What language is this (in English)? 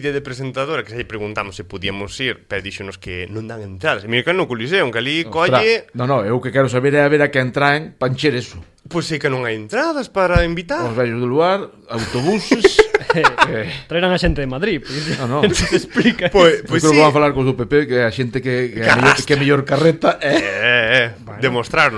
Galician